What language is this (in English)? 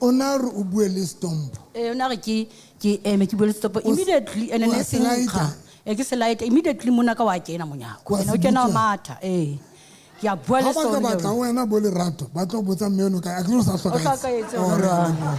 Southern Sotho